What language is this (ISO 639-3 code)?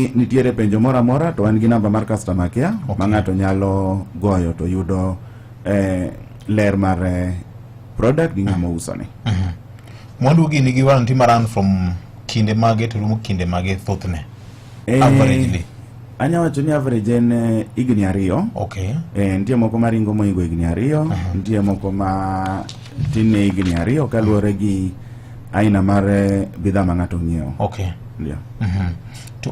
luo